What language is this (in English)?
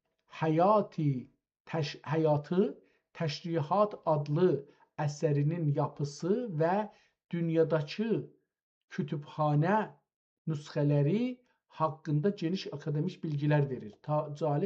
South Azerbaijani